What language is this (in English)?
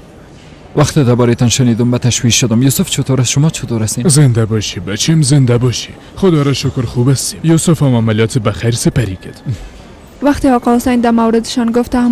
Persian